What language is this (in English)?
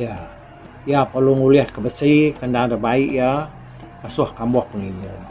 Iban